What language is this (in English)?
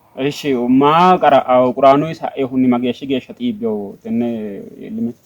Sidamo